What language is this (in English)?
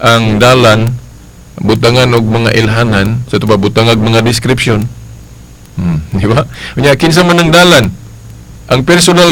Cebuano